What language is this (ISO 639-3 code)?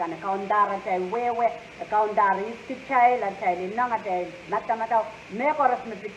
pon